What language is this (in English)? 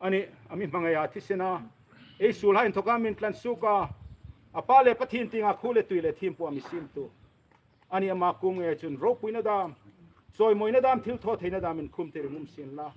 Hmar